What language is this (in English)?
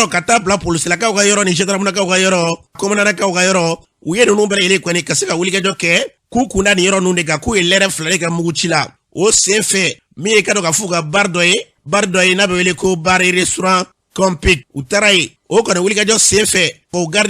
Bambara